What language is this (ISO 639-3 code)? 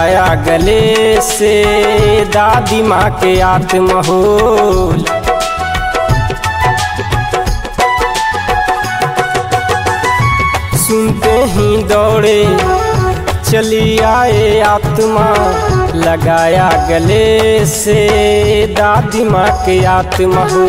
bho